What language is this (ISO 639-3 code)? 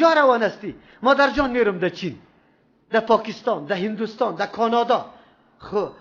fas